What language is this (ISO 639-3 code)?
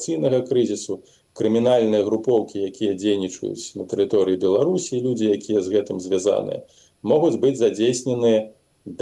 bel